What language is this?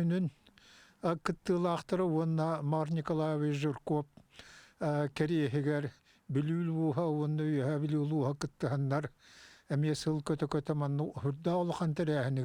Yakut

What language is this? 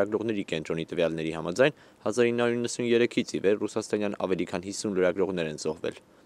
Armenian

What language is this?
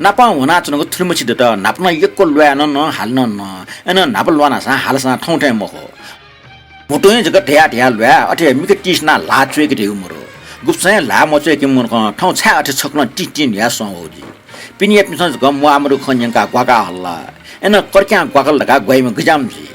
Newari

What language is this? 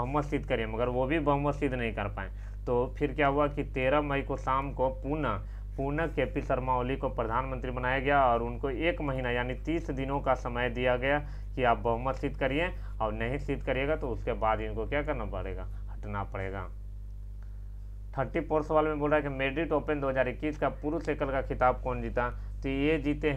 Hindi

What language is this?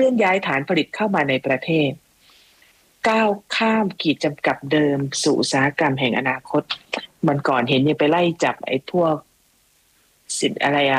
Thai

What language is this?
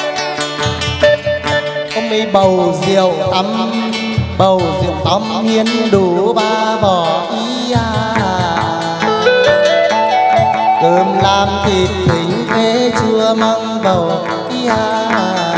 Vietnamese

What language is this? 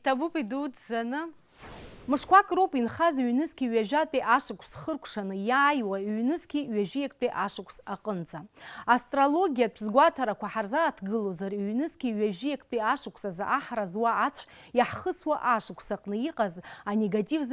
Abkhazian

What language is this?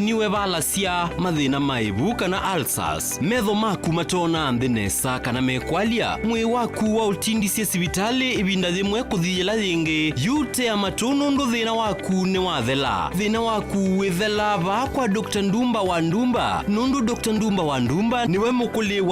Kamba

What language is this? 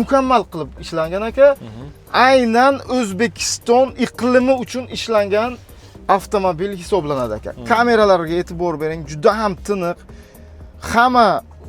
Uzbek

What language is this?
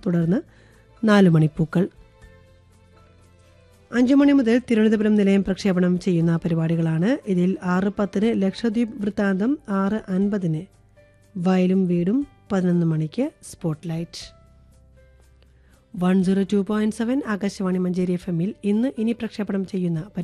Malayalam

